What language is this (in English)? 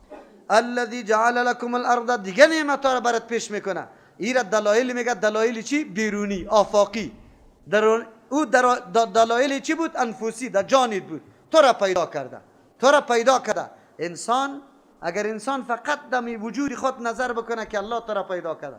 Persian